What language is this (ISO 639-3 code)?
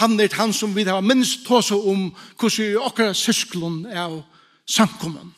fao